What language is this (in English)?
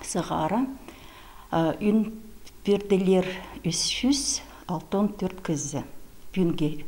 Khakas